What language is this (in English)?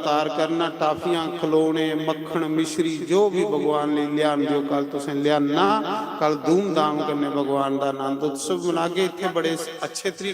Dogri